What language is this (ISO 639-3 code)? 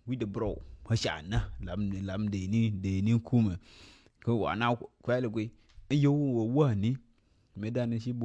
nus